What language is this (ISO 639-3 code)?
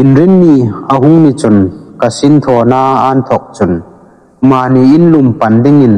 hmr